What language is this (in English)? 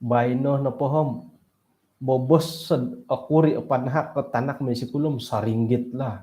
Central Dusun